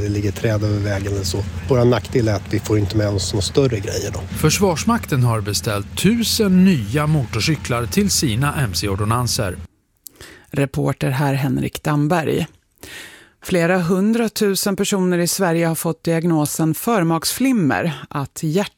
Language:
Swedish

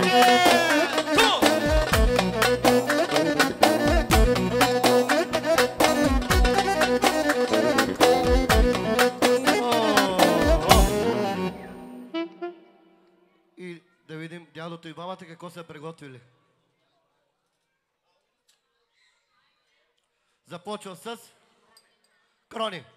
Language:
Bulgarian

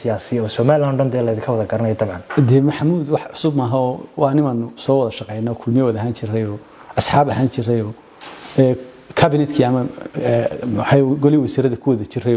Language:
Somali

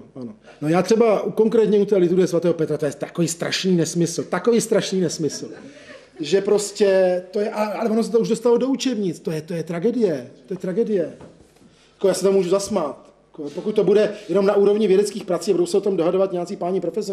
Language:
Czech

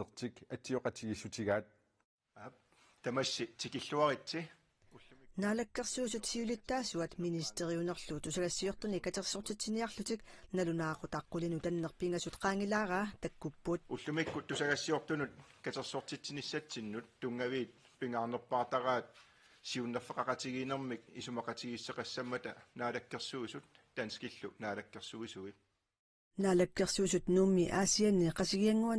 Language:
Kalaallisut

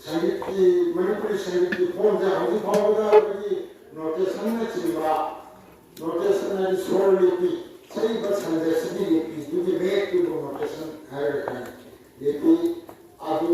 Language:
Manipuri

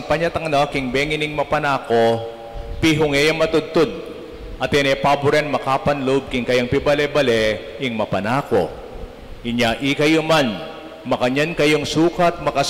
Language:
Pampanga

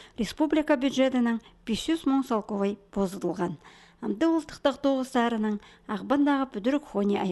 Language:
Khakas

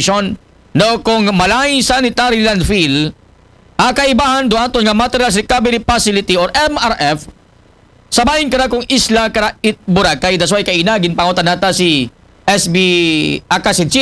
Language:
Aklanon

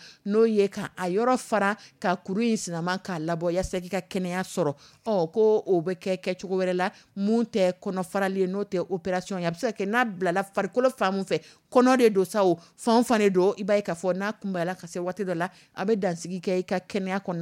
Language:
Dyula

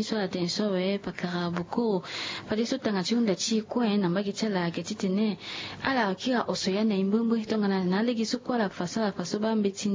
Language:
Sango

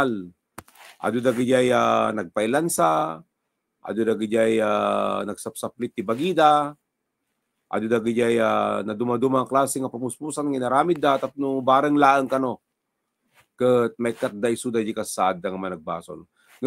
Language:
Iloko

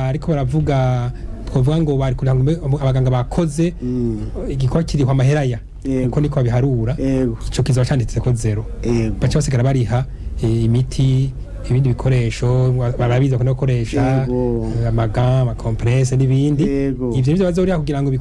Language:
Rundi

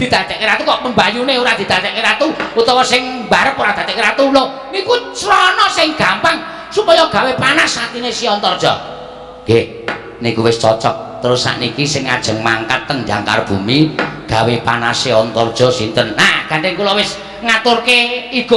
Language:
Javanese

